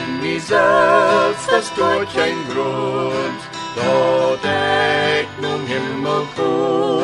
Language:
Plautdietsch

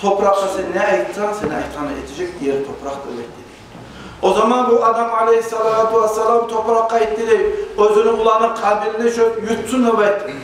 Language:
Kumyk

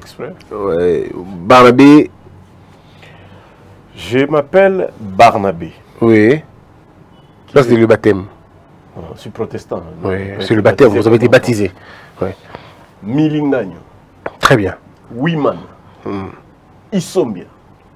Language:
French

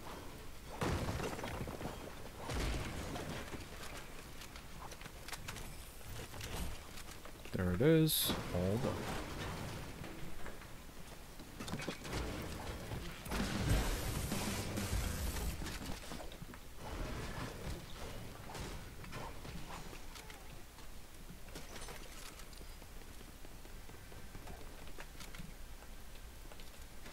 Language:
English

